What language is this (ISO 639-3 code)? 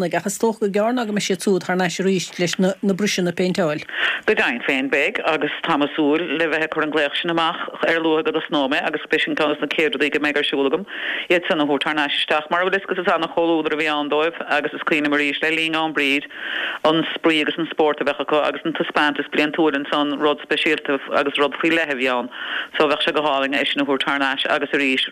gle